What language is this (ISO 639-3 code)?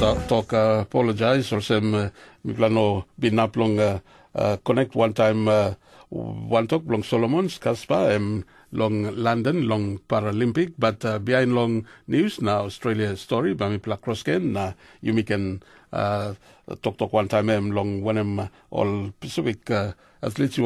tpi